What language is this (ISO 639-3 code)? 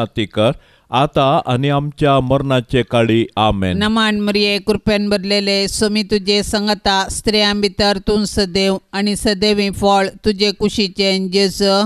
kok